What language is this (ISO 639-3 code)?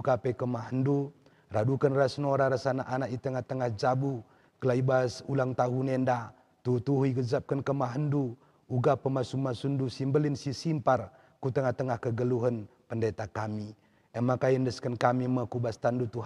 btx